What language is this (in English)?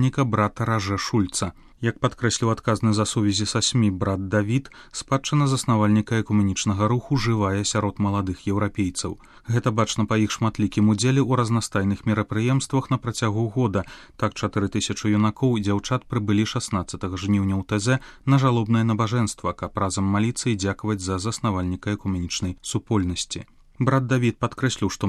Belarusian